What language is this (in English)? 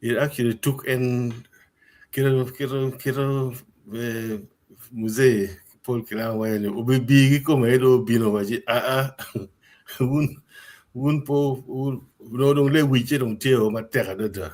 Acoli